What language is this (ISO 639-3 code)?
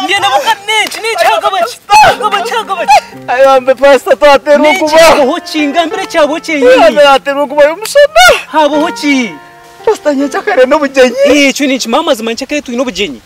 nyn